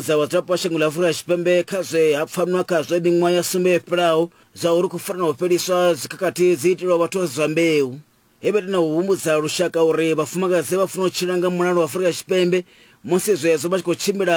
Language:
Venda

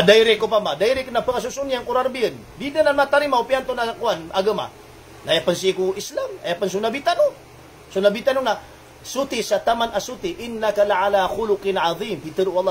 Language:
Maranao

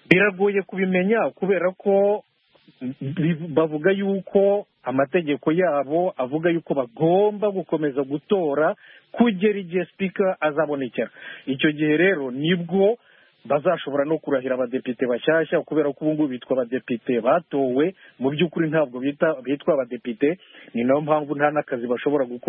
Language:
Kinyarwanda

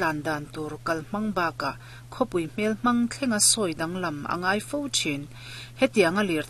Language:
Mizo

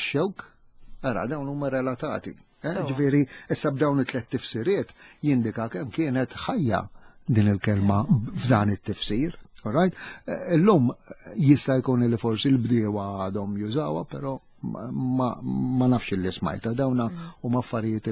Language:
Maltese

